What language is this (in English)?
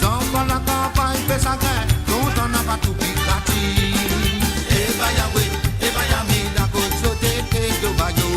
Morisyen